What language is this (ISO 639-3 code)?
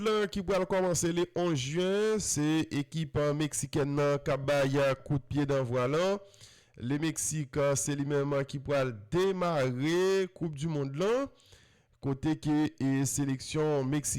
hat